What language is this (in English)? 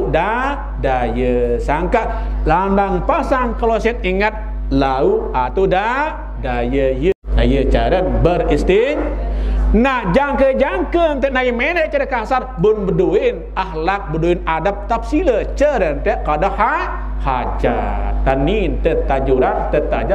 Sasak